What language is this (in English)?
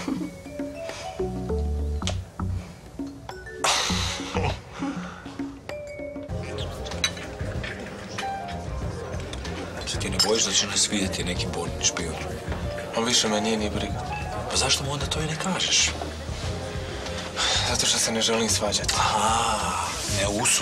Croatian